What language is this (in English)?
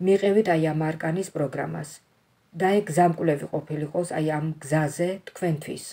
Georgian